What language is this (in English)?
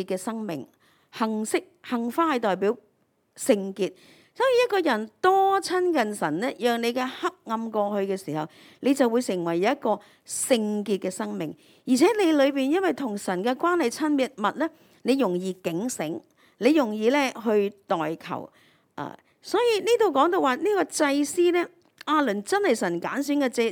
Cantonese